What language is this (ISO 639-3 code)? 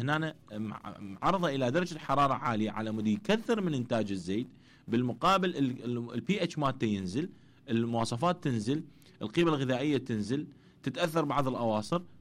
acm